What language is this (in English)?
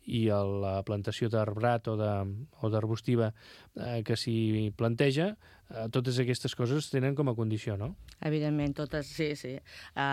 Catalan